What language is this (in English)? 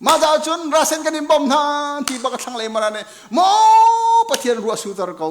Hakha Chin